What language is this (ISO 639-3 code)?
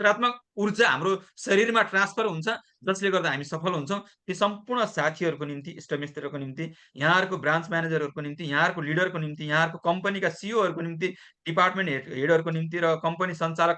nep